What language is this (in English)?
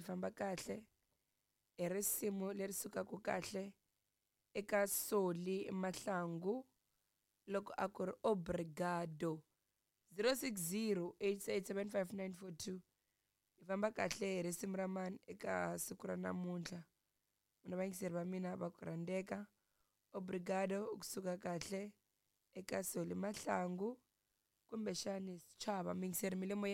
Tsonga